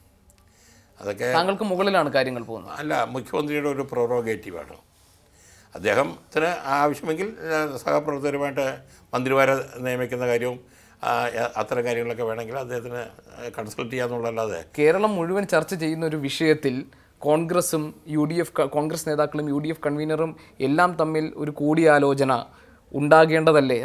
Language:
Malayalam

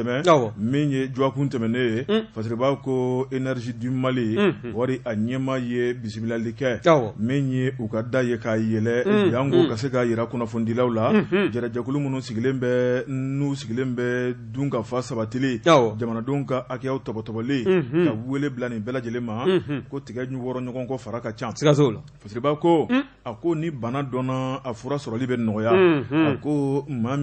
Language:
Bambara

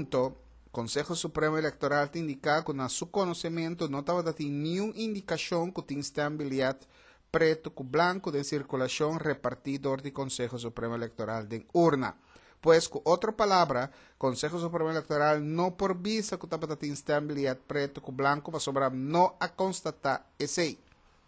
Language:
Papiamento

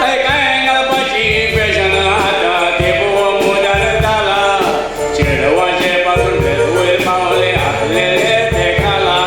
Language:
Konkani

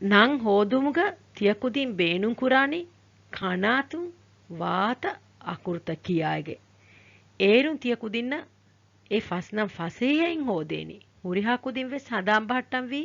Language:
Divehi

